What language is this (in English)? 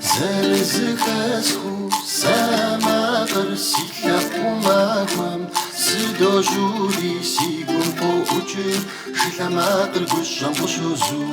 Kabardian